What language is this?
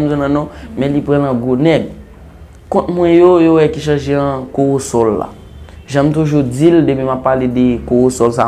Haitian Creole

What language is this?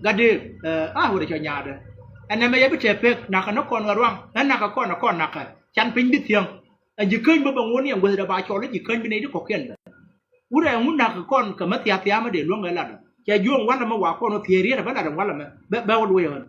Nuer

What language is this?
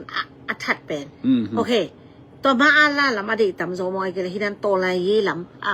Tedim Chin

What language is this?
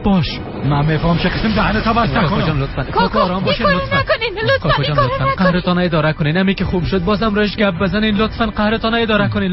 Persian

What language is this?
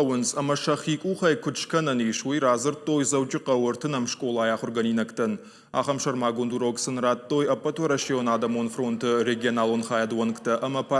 Ossetic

